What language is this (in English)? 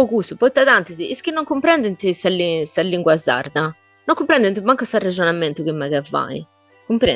Sardinian